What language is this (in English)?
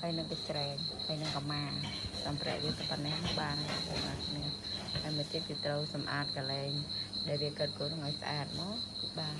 Khmer